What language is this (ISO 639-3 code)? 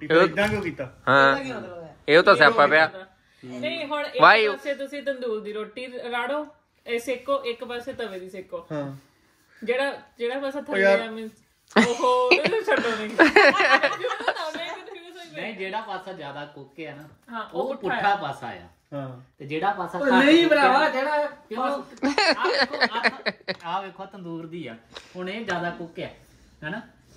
pan